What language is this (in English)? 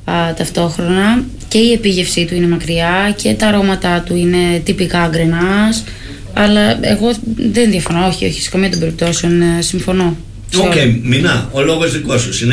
Greek